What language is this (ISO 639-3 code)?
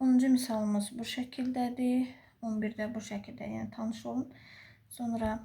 aze